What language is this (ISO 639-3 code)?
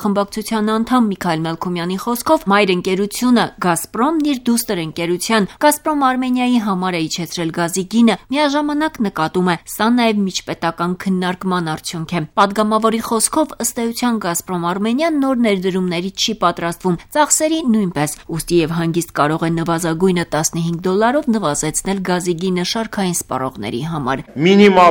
hye